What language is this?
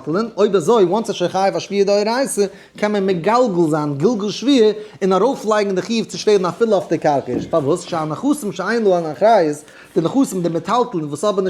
Yiddish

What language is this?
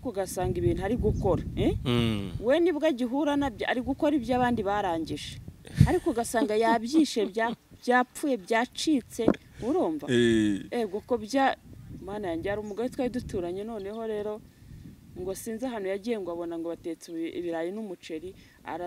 Kinyarwanda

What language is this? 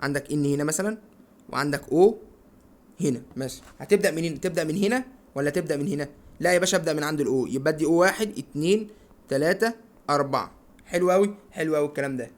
Egyptian Arabic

